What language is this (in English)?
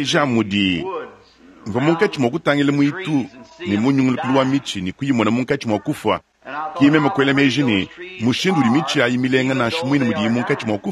Luba-Lulua